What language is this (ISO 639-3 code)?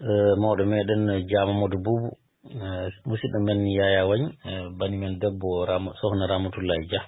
ful